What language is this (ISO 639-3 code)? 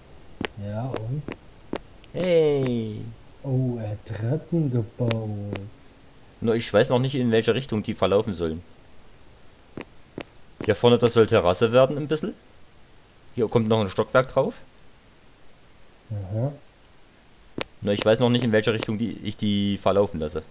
deu